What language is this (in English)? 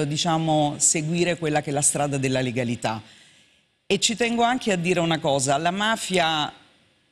Italian